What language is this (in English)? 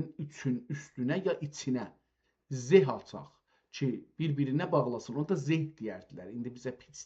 South Azerbaijani